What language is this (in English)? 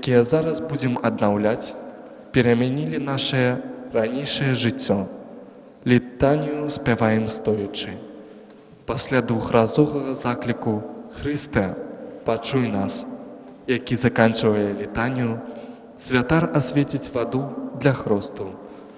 Belarusian